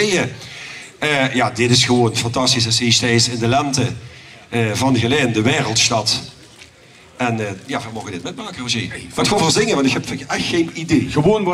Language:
Limburgish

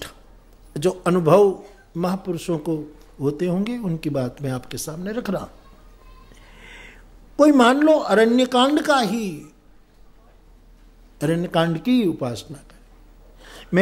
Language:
Hindi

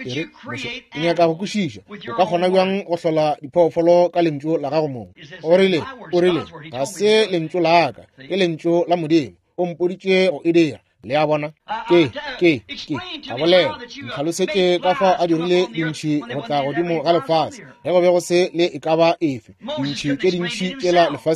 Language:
Northern Sotho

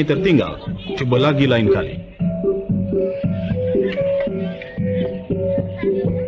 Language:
Malay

